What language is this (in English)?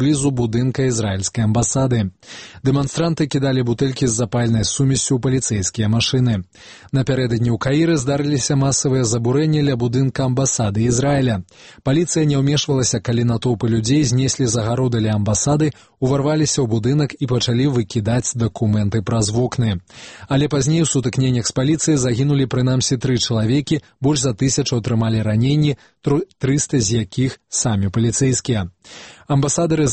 Belarusian